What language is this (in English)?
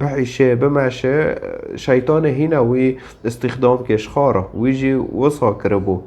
Kurdish